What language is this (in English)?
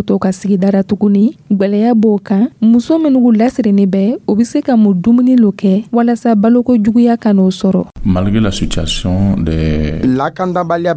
Dyula